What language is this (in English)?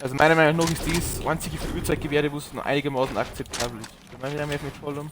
Bavarian